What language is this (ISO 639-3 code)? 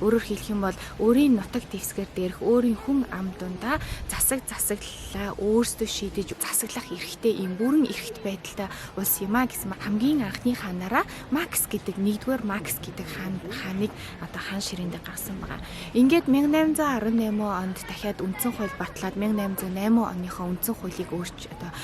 mon